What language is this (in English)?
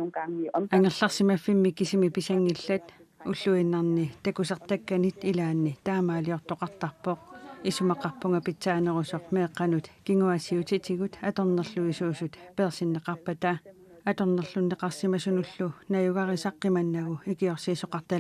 Kalaallisut